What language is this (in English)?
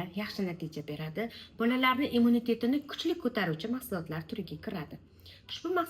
Uzbek